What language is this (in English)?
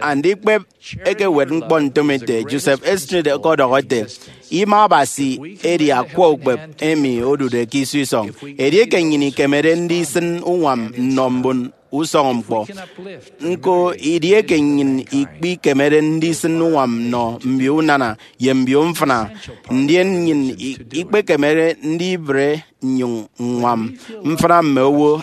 Efik